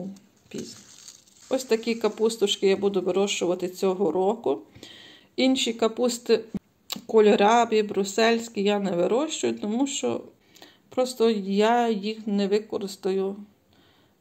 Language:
Ukrainian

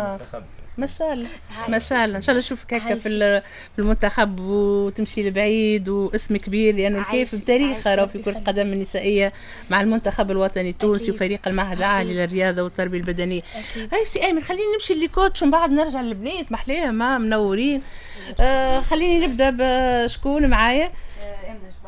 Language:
Tunisian Arabic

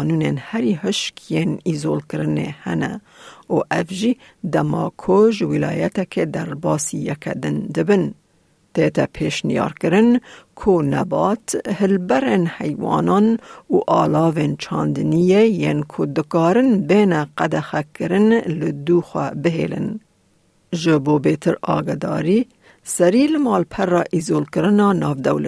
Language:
Kurdish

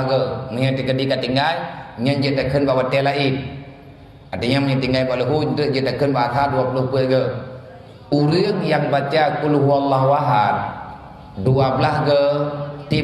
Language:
Achinese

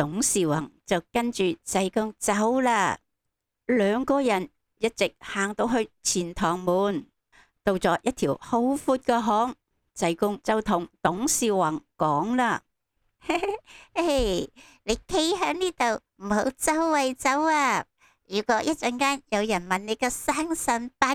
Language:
Cantonese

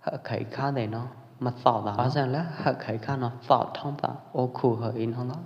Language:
Pwo Eastern Karen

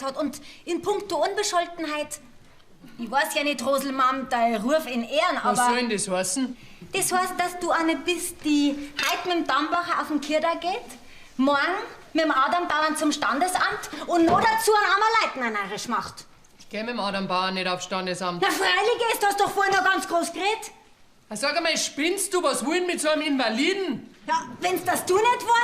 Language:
Bavarian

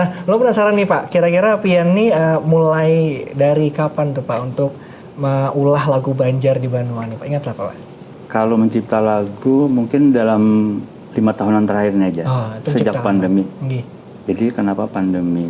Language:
Banjar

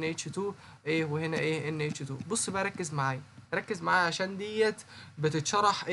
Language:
Egyptian Arabic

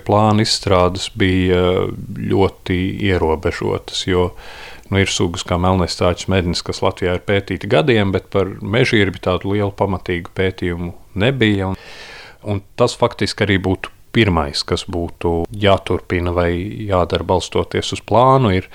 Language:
Latvian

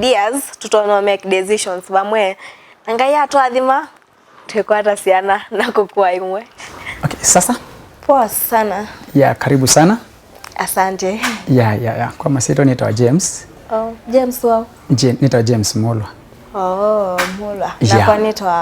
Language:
Kamba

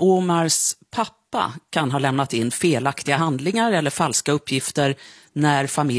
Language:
Swedish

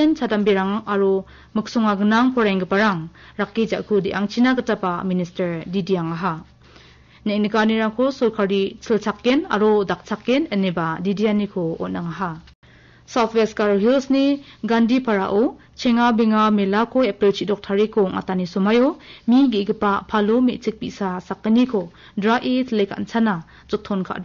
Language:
Garo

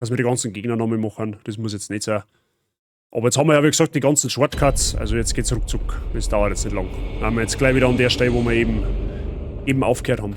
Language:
Bavarian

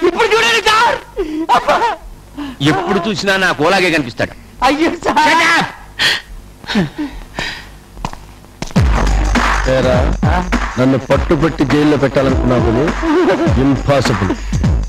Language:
Telugu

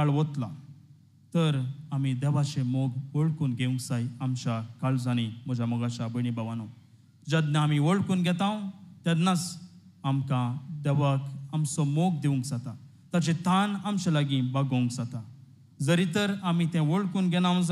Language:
Konkani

